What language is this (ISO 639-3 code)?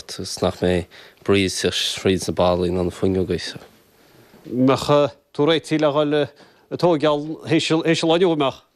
gle